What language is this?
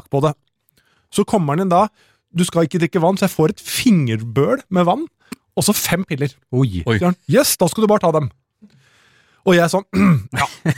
Norwegian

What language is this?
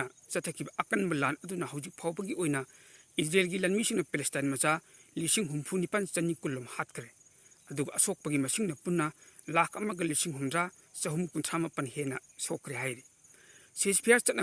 Manipuri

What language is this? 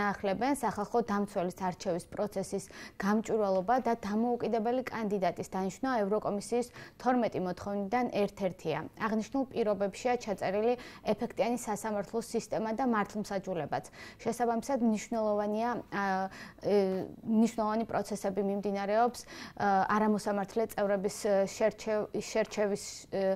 Georgian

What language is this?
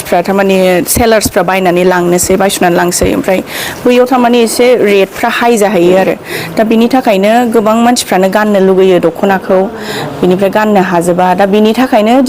Bodo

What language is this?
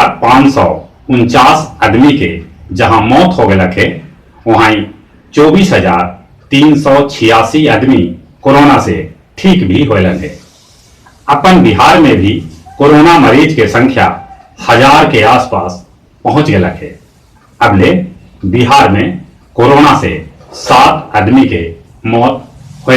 Magahi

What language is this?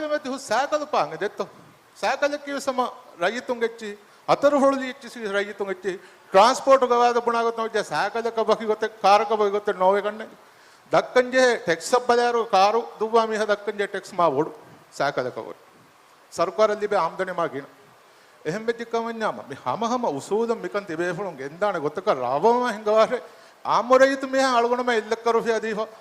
Divehi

